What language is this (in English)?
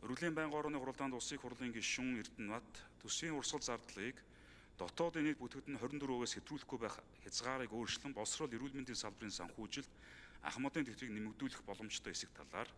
Mongolian